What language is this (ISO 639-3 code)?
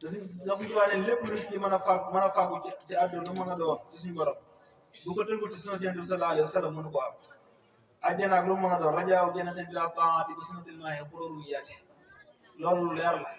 wol